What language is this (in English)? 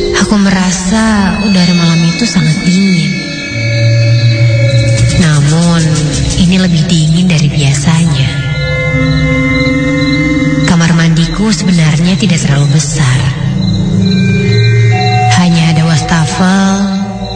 Indonesian